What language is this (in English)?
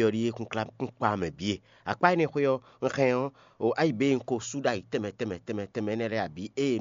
Fon